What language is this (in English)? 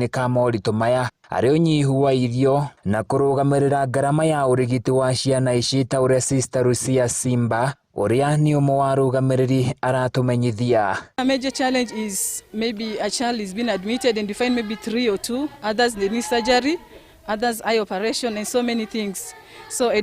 Kikuyu